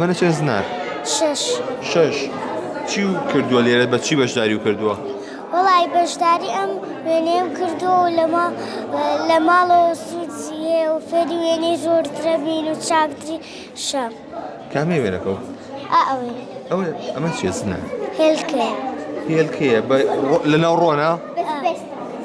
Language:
Central Kurdish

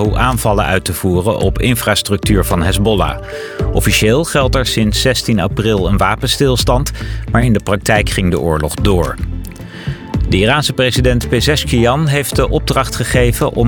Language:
Dutch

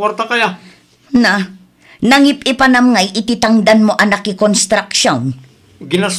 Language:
Iloko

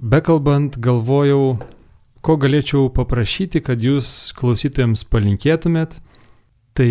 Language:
Lithuanian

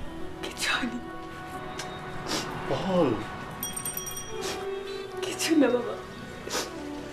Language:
Bangla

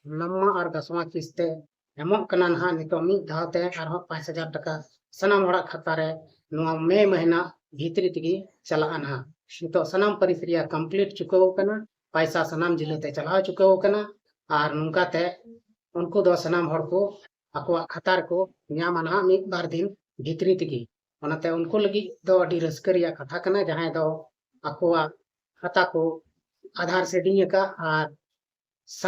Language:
Santali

